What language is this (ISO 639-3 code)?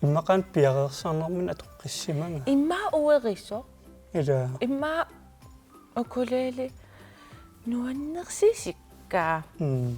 kal